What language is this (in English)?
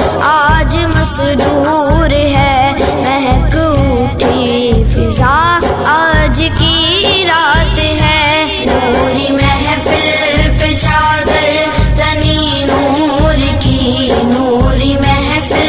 Urdu